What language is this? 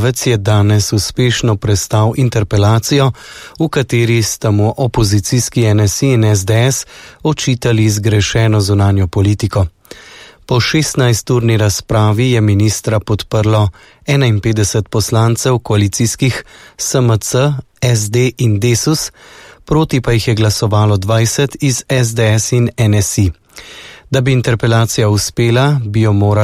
Slovenian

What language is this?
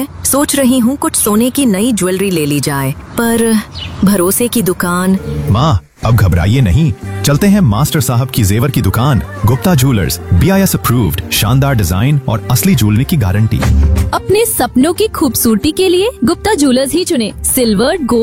Hindi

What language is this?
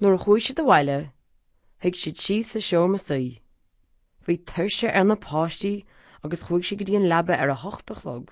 Irish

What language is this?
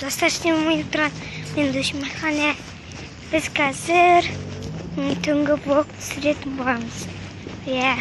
Kazakh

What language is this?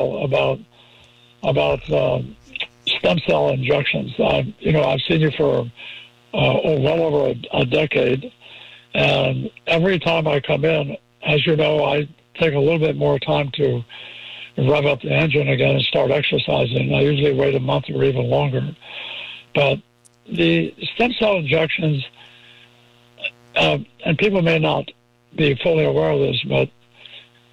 English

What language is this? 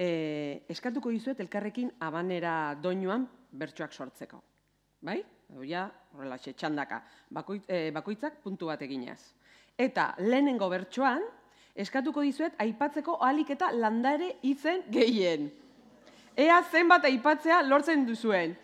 Basque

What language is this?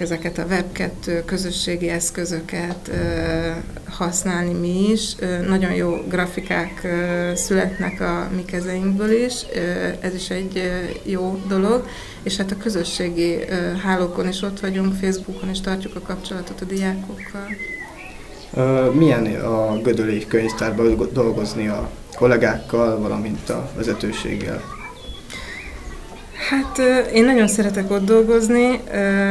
Hungarian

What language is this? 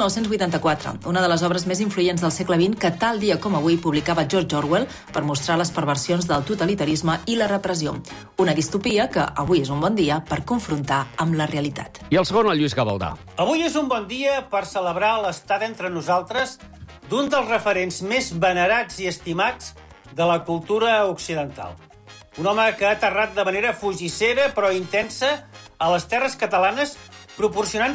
Catalan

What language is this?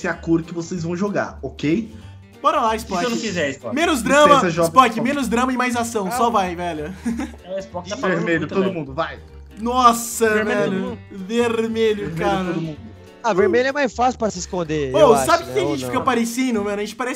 Portuguese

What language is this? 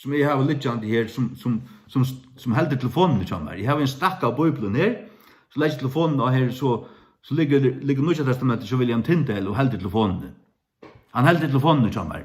Faroese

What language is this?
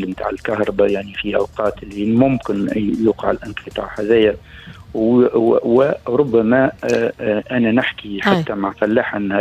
Tunisian Arabic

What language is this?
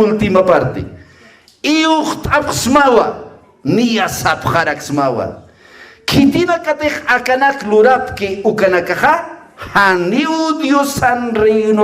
Aymara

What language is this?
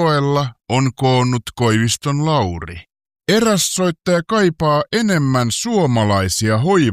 Finnish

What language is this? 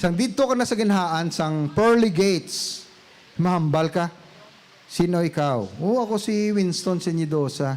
Hiligaynon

